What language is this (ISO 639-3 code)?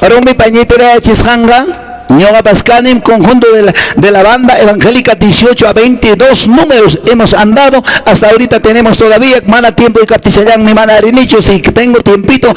que